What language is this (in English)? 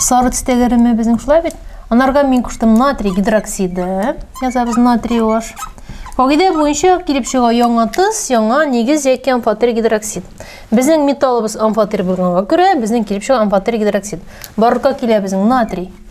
Tatar